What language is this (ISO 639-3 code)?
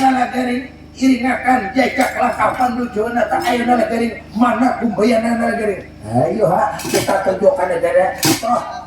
bjn